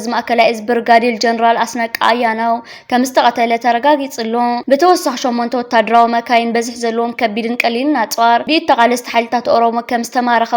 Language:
Tigrinya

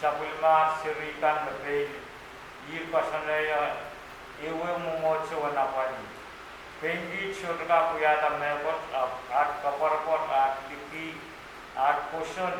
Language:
Pohnpeian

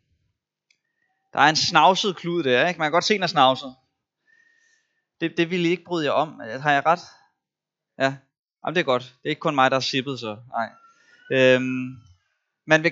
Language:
Danish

